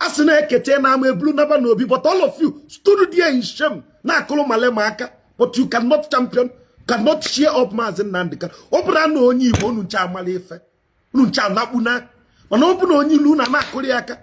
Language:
Igbo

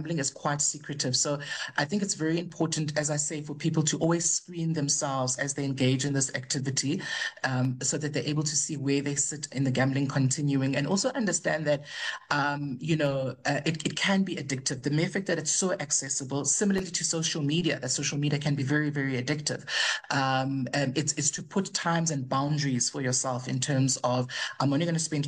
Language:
English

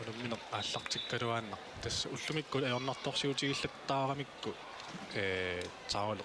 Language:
Kalaallisut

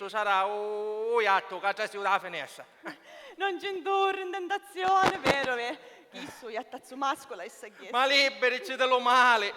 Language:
Sicilian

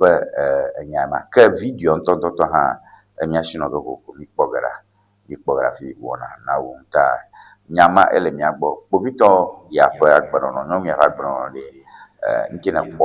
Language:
Ewe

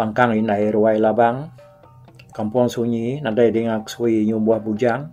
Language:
Iban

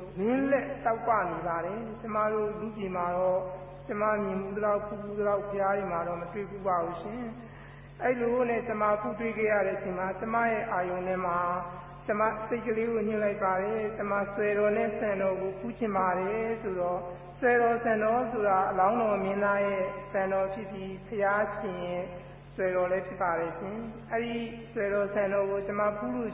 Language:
Burmese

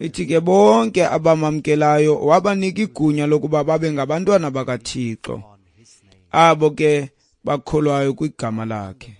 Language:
Xhosa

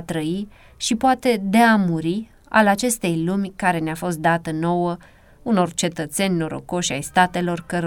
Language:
Romanian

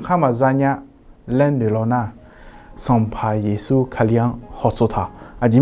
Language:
Akha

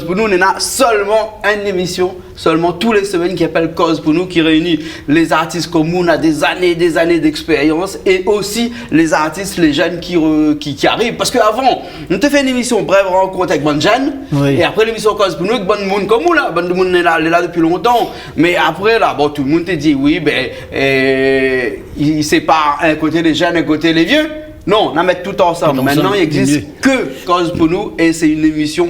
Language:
Réunion Creole French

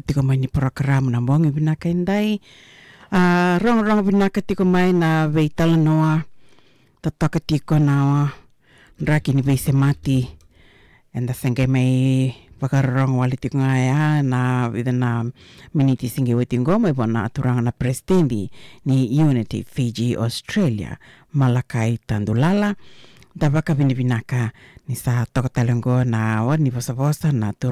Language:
Fijian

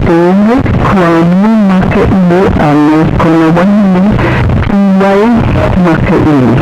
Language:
Hawaiian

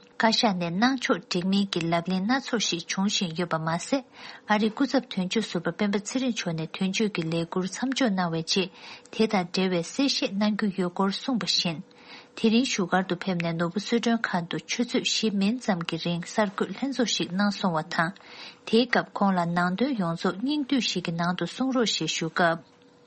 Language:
Tibetan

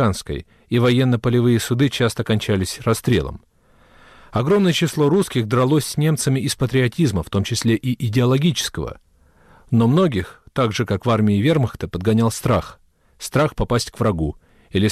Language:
Russian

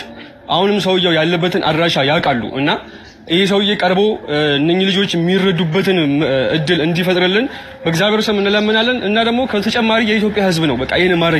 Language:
Amharic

